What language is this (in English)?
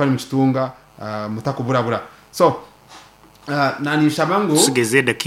Nyankole